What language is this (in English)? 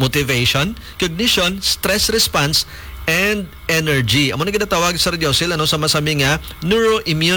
Hiligaynon